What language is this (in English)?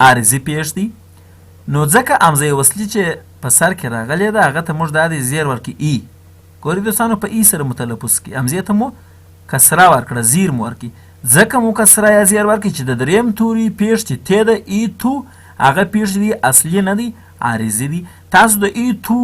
Pashto